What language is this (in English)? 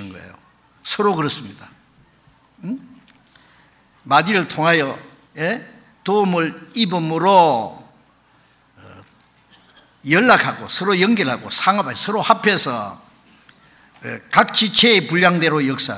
Korean